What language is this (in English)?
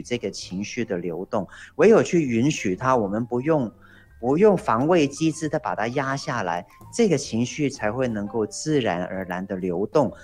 Chinese